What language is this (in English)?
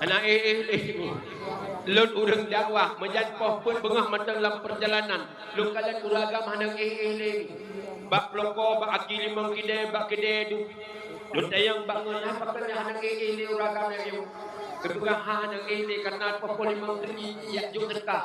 Achinese